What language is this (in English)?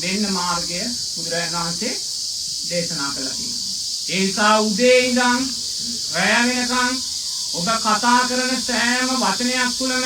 Sinhala